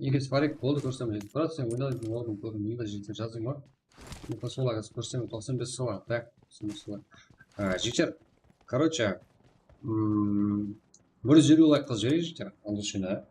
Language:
Kara-Kalpak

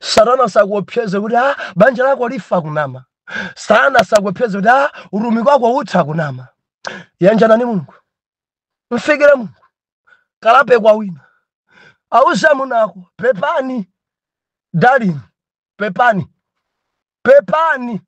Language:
Nyanja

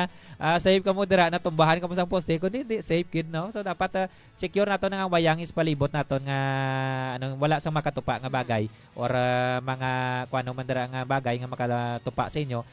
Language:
Hiligaynon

